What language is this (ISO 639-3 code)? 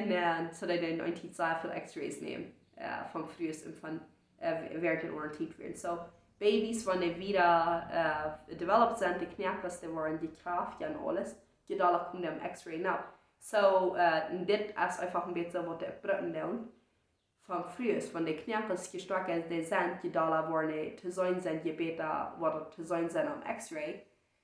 pdt